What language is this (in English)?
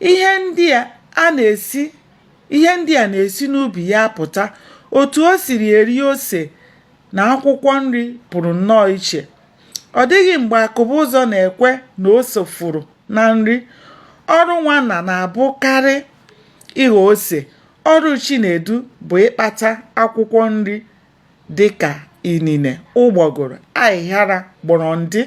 Igbo